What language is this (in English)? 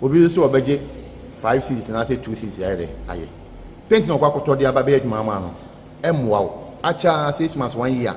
Akan